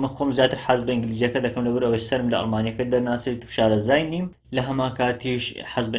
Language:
Central Kurdish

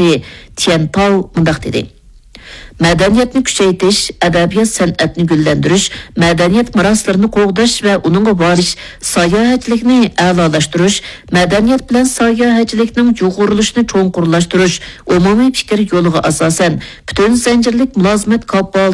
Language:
Uyghur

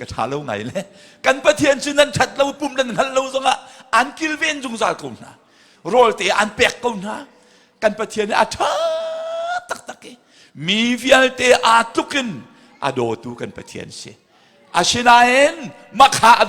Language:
Hakha Chin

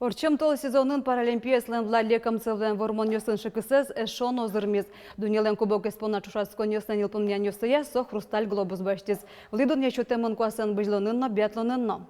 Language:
Udmurt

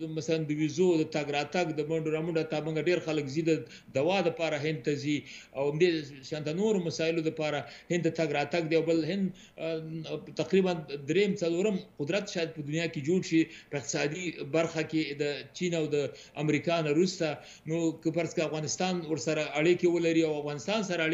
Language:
Pashto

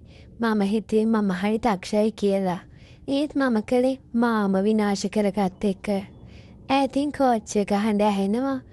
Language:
Sinhala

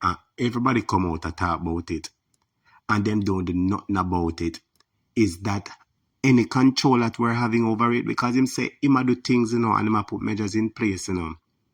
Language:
Jamaican Creole English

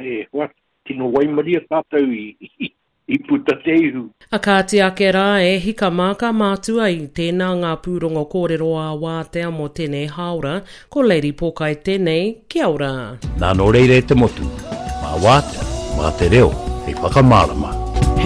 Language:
Māori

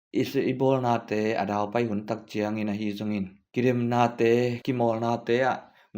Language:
Tedim Chin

